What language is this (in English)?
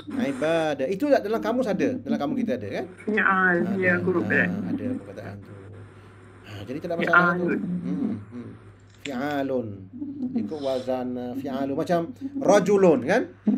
Malay